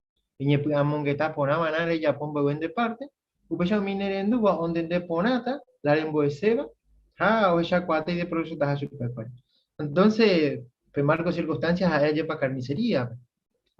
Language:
Guarani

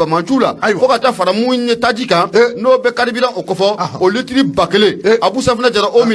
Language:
Bambara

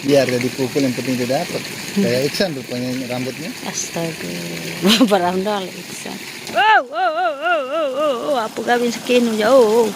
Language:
Sasak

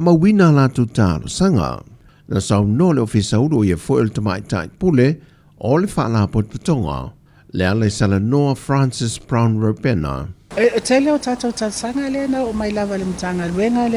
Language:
Samoan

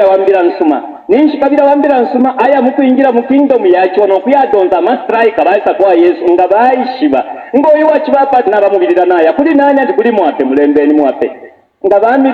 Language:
Bemba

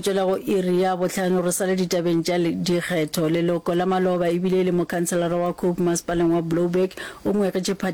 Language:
Northern Sotho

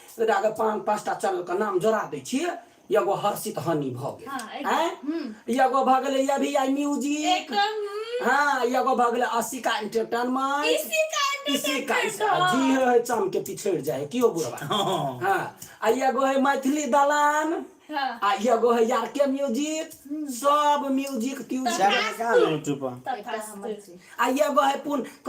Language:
Maithili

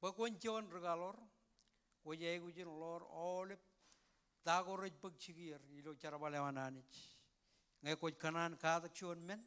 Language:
Marshallese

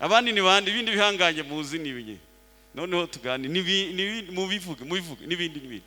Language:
Kinyarwanda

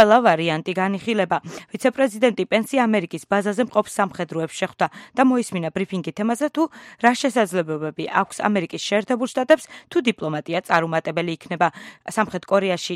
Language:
Georgian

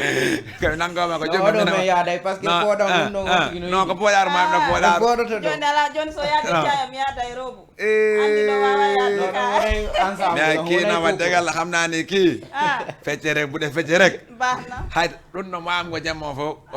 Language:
Fula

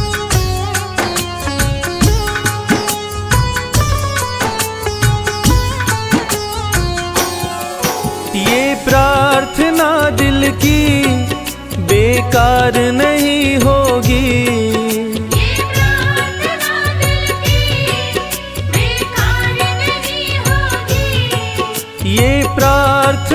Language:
Hindi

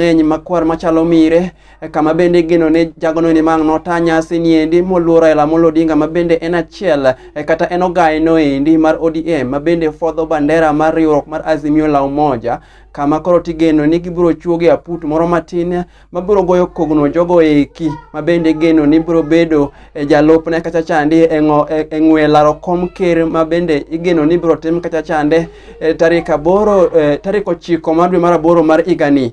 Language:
Luo (Kenya and Tanzania)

